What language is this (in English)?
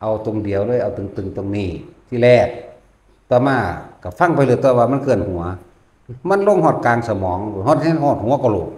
Northeastern Thai